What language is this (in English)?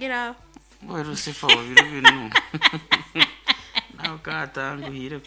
Nyoro